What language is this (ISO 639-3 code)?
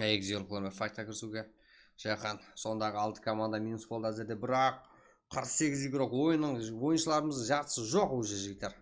kaa